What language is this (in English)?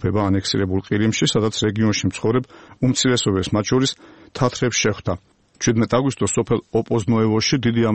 Georgian